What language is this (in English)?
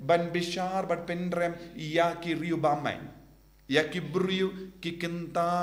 Khasi